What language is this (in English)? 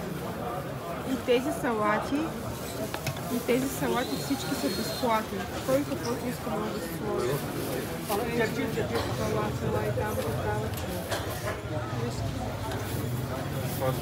Bulgarian